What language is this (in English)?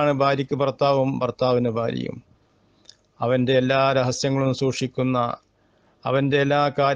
Malayalam